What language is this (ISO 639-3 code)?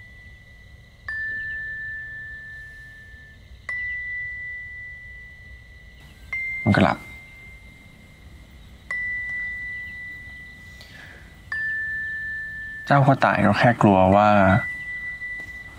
tha